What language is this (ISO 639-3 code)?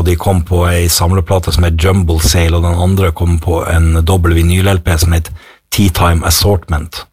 nor